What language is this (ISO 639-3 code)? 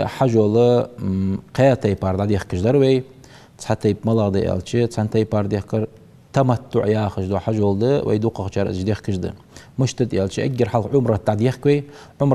inh